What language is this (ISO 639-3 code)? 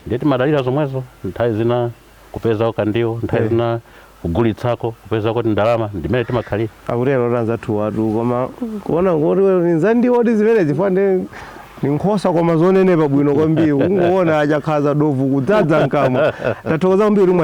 nya